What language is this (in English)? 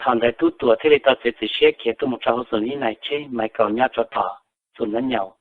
Hmong